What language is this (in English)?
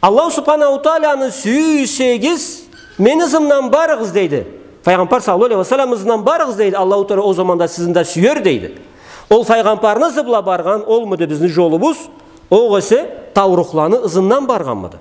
Karachay-Balkar